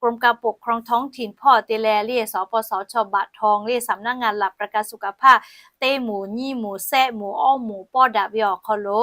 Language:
Lahu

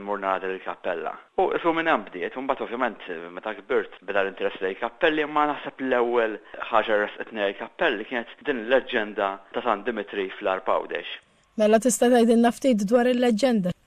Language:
Maltese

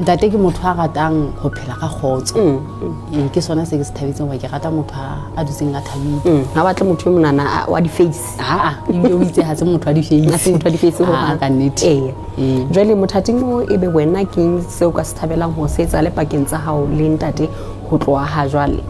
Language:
Southern Sotho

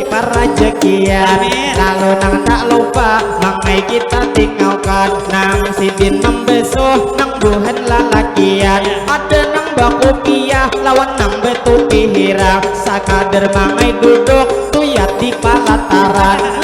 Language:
Banjar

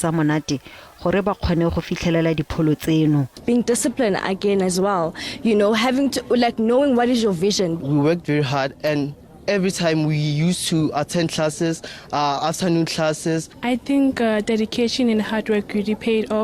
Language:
Tswana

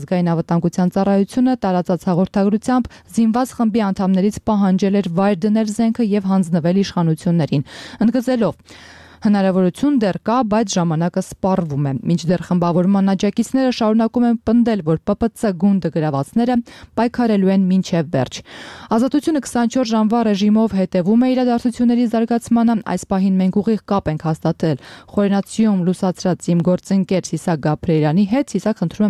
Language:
Armenian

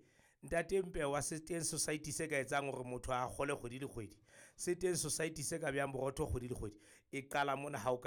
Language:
Southern Sotho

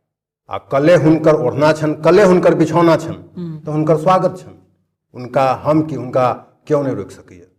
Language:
Maithili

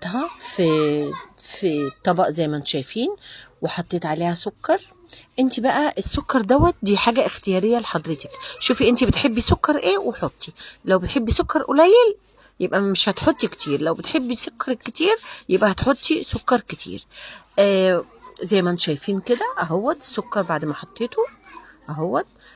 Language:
Egyptian Arabic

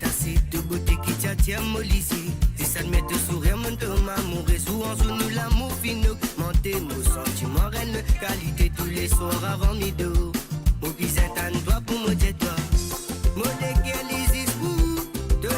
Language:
Morisyen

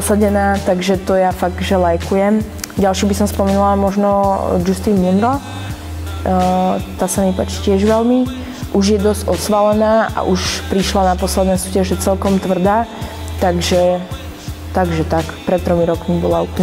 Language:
Slovak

